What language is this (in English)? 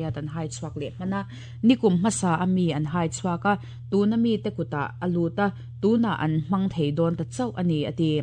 Mizo